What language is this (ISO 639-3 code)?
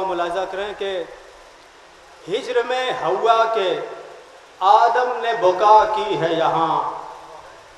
urd